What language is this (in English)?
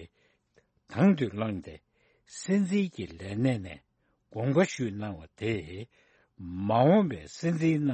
Tibetan